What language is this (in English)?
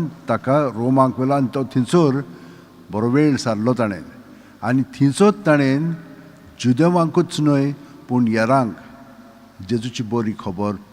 Konkani